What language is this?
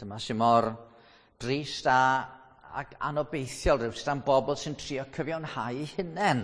Welsh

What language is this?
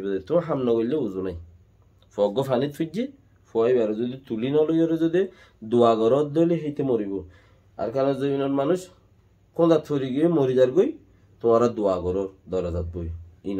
Rohingya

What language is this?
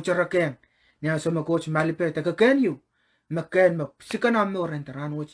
Pohnpeian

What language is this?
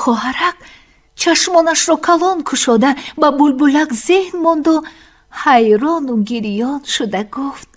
Tajik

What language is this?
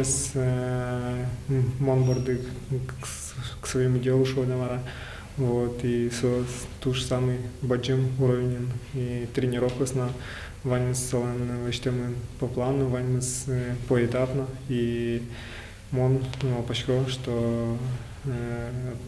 Udmurt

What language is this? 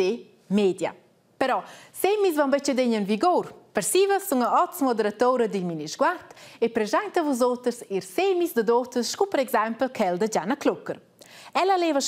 Romansh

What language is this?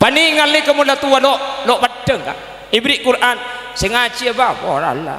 Madurese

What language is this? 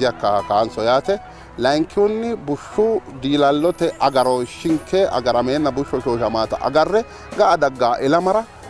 Sidamo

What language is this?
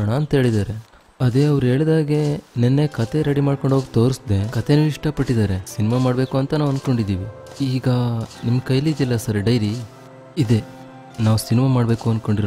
Kannada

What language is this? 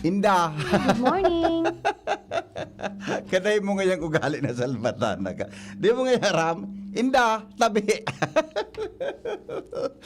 Bikol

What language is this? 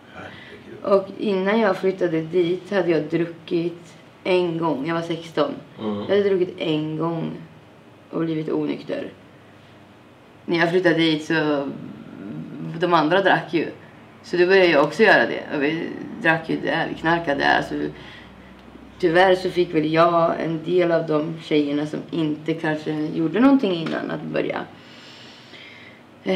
Swedish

